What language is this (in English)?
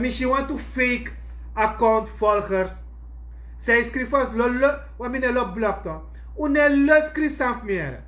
Sranan Tongo